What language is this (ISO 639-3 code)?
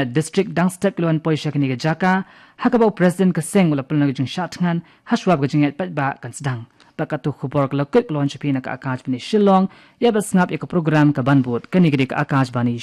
kha